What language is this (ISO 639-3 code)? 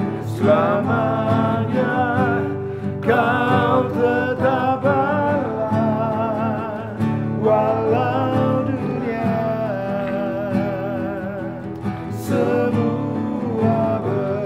ind